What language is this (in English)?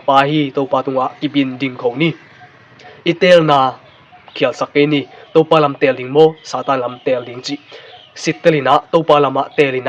Tedim Chin